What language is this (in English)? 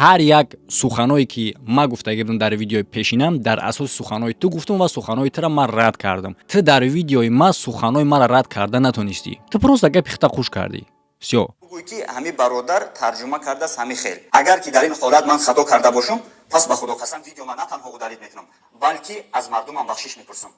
Tajik